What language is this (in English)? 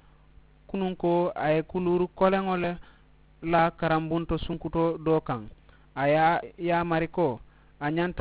Mandingo